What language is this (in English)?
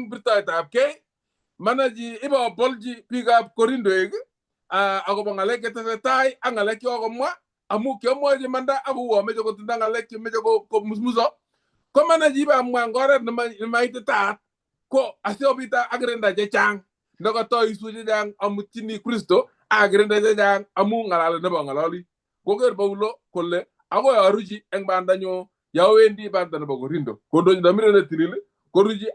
Kalenjin